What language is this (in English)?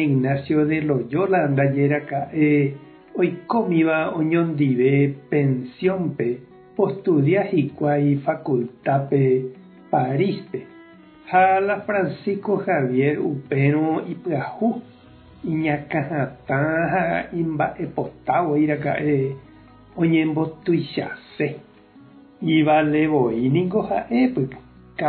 Guarani